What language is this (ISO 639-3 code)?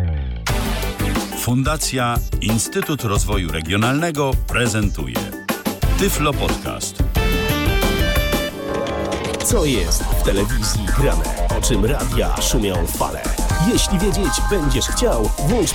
pol